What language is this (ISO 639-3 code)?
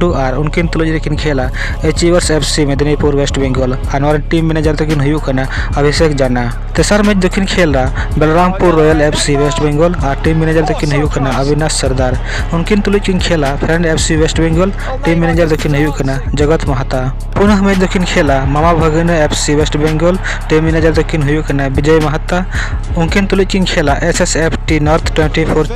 sat